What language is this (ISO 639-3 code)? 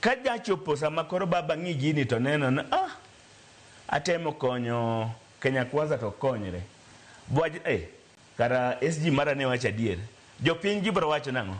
luo